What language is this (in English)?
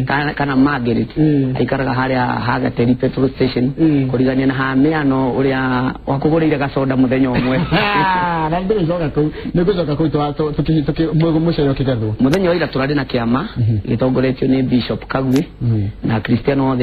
Kikuyu